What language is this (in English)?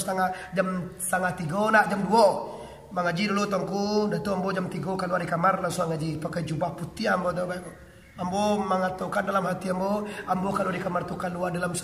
Minangkabau